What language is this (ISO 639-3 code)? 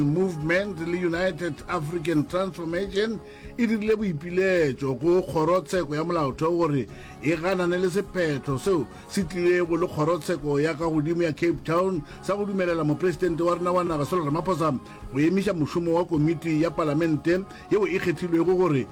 nso